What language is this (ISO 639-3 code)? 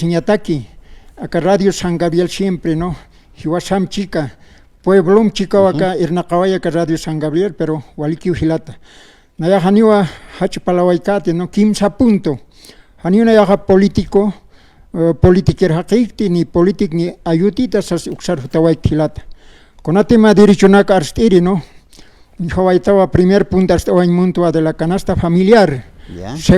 aym